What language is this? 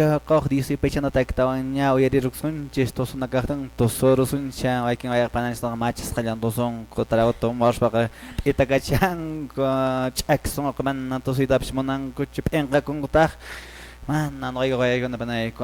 Quechua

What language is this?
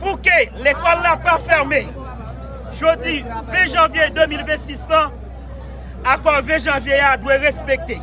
Haitian Creole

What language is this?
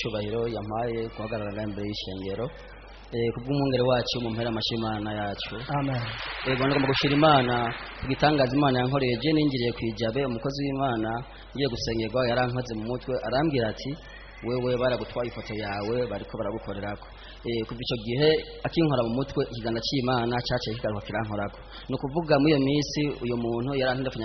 Rundi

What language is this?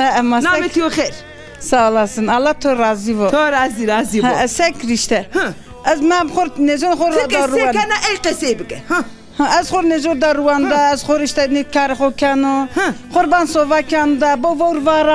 Zaza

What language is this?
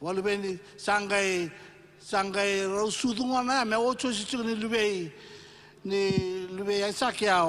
Fijian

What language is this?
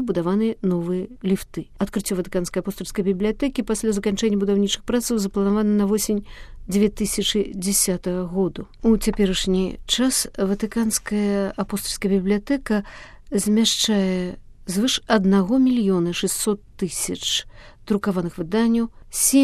Belarusian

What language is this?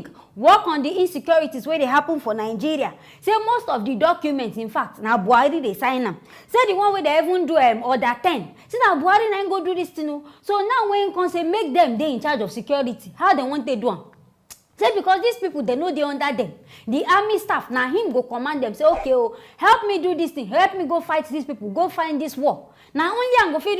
Nigerian Pidgin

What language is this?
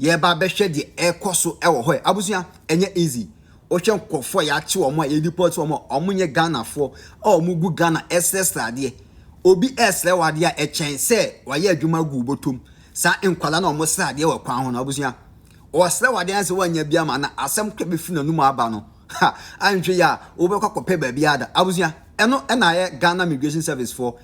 Akan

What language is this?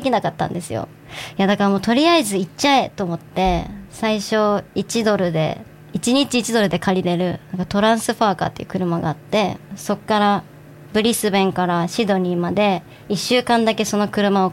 Japanese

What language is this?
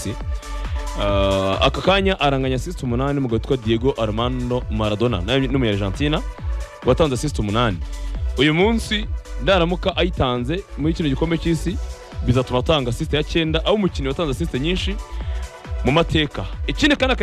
Kinyarwanda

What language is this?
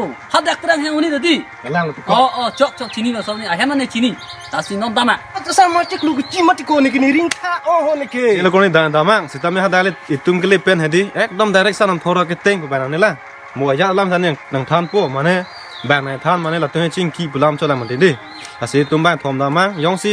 Karbi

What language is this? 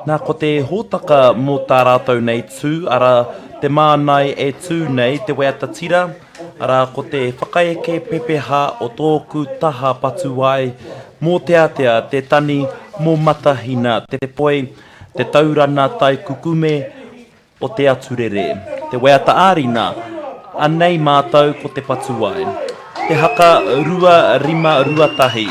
Māori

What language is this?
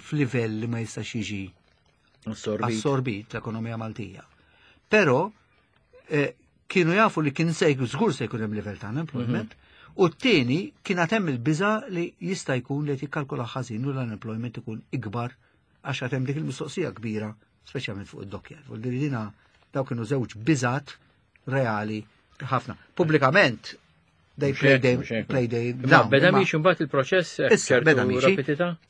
Maltese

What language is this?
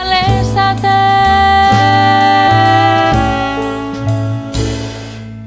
Basque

